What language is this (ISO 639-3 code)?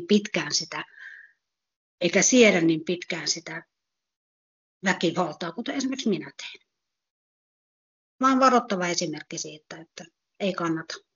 fin